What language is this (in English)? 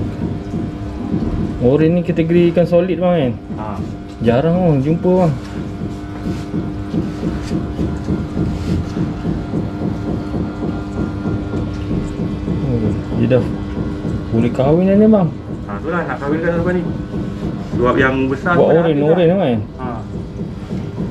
Malay